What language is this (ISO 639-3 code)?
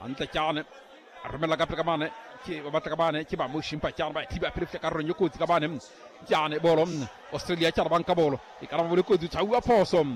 sot